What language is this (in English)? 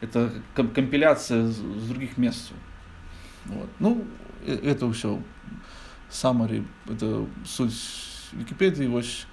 Belarusian